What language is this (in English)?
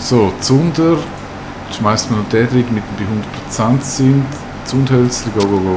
Swiss German